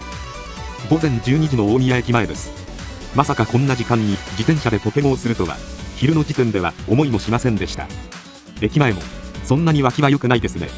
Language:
Japanese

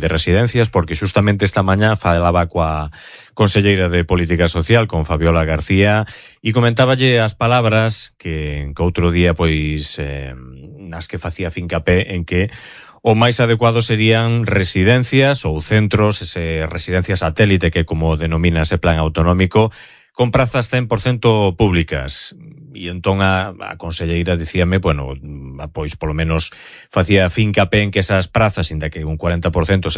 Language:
Galician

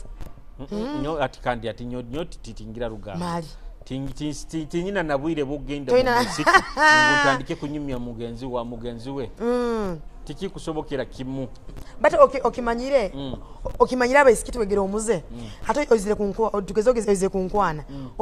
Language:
Nyoro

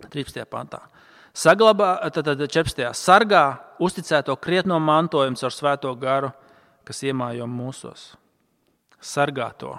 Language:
Latvian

